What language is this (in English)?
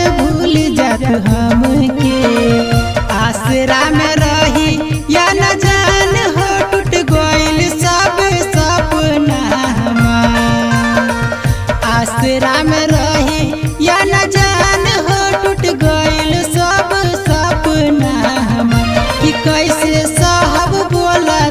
Bhojpuri